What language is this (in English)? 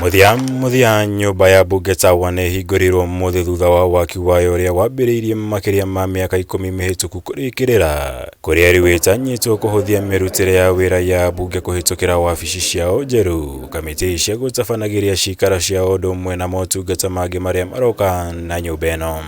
Kikuyu